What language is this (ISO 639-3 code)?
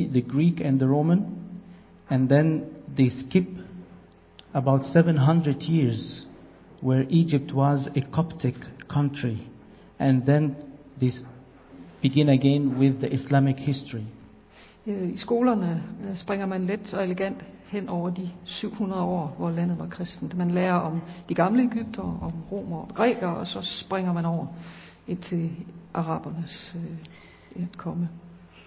dan